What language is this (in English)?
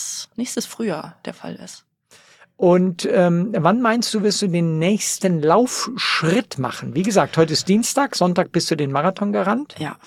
German